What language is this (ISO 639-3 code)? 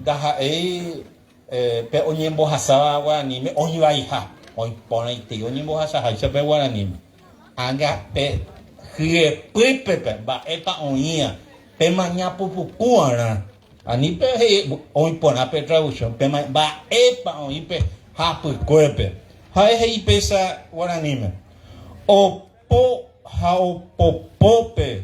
grn